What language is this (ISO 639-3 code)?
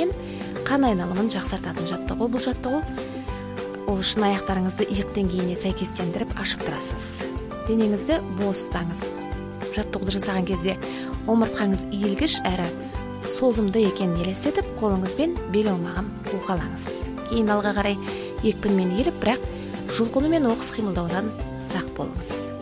kaz